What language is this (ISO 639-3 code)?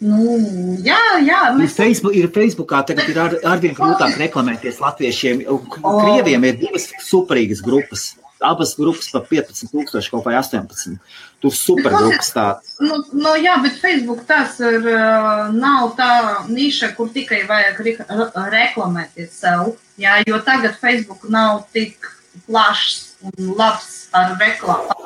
lav